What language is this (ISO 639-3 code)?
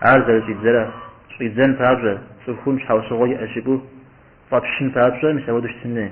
kbd